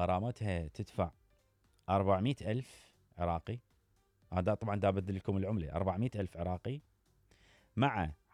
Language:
Mesopotamian Arabic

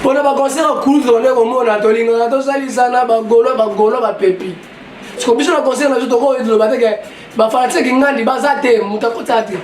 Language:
Lingala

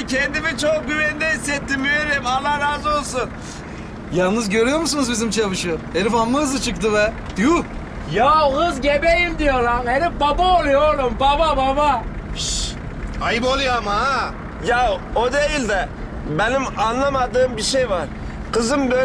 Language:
Turkish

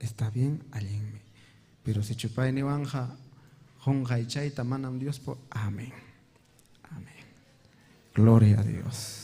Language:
Ayacucho Quechua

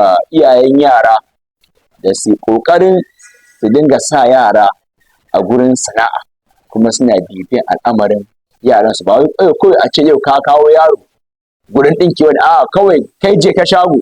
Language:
Hausa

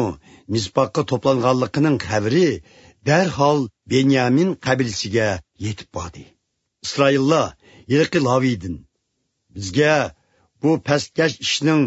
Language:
Uyghur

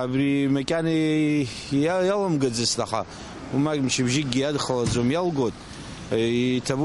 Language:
Abkhazian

